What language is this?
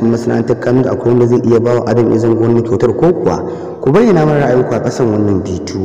Hausa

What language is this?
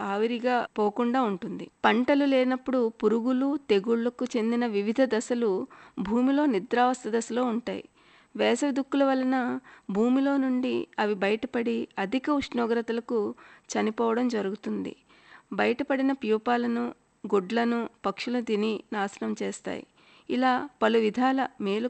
Telugu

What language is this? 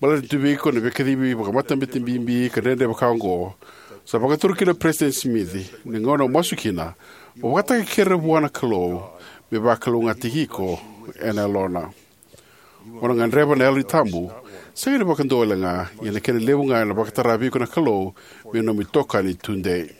Fijian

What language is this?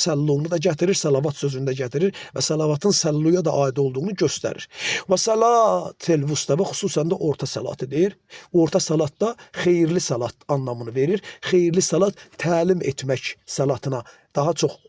Azerbaijani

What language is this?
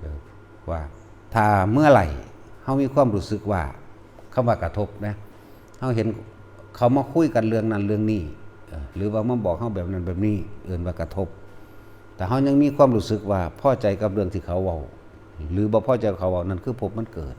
Northeastern Thai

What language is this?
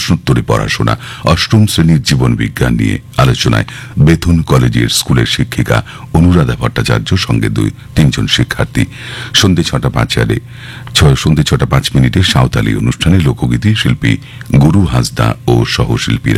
Bangla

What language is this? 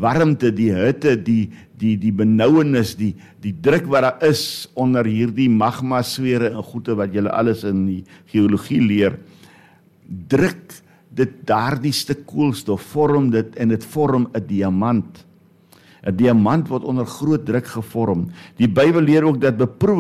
Afrikaans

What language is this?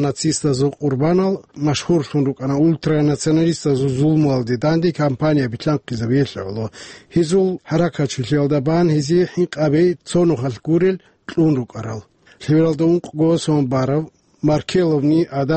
Avaric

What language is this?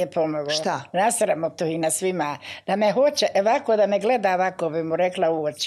Bosnian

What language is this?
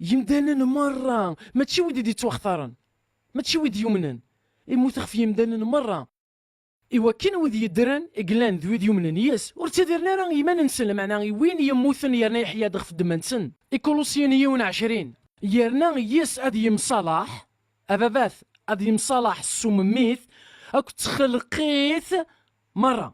Kabyle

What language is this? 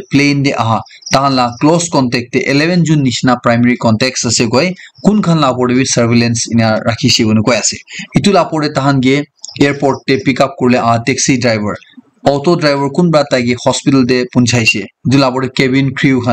Naga Pidgin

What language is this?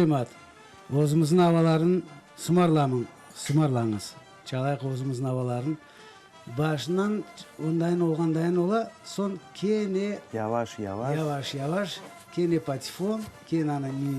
Crimean Tatar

